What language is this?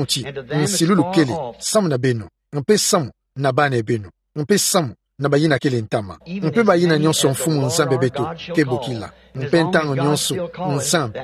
Kituba (Democratic Republic of Congo)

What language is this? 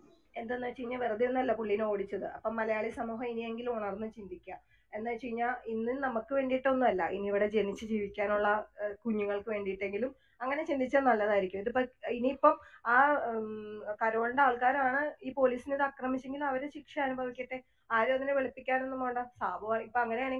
Malayalam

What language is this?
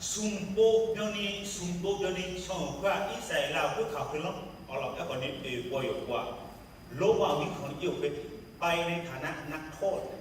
Akha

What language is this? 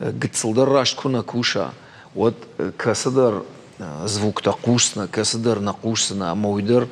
Ossetic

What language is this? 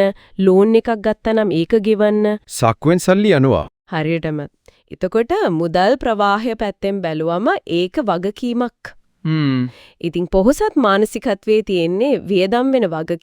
Sinhala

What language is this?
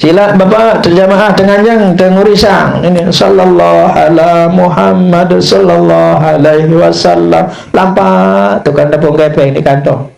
Sasak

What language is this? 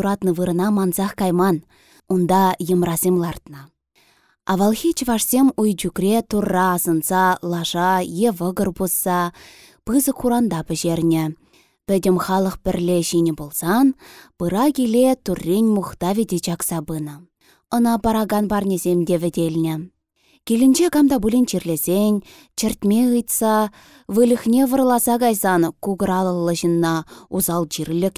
Chuvash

